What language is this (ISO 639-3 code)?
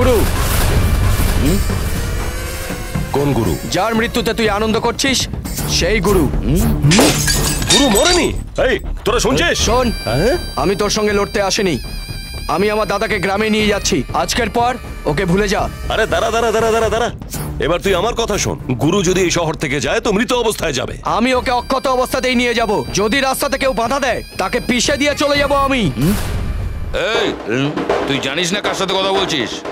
ben